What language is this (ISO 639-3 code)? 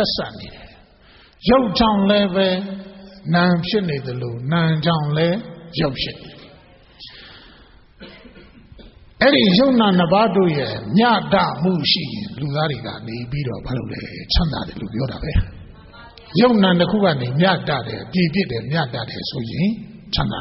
mya